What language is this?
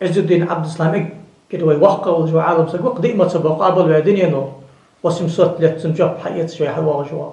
Ingush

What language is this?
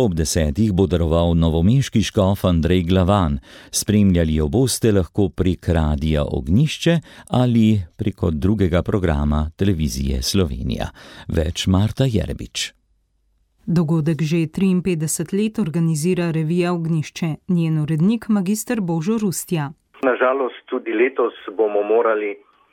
Slovenian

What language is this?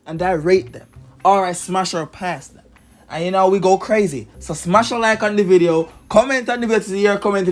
Jamaican Creole English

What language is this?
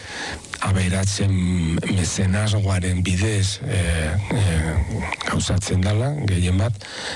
Basque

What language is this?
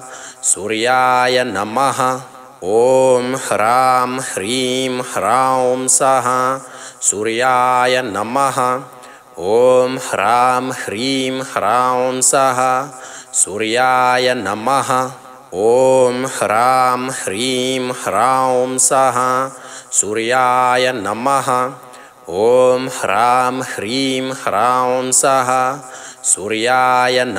Sanskrit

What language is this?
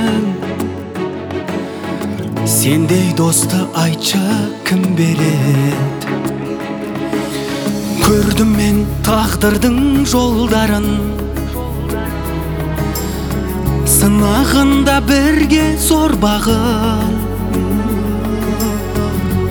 Kazakh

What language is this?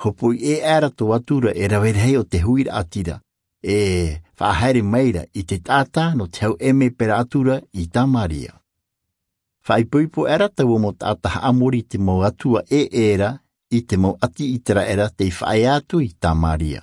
Tahitian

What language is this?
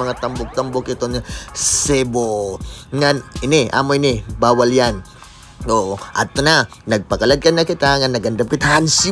Waray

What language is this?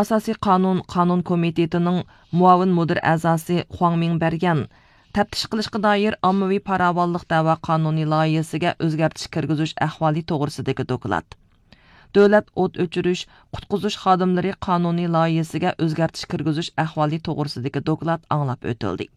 Uyghur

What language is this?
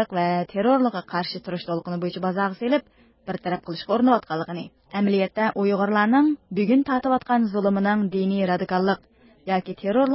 Uyghur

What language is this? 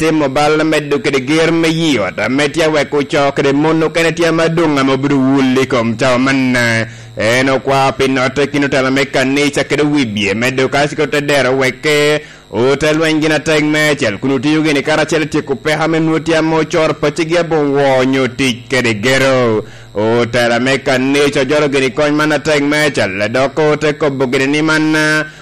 Lango (Uganda)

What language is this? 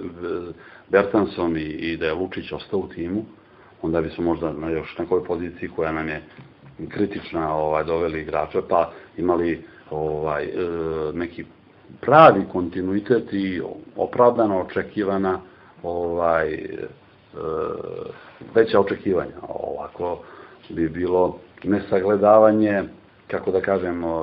Serbian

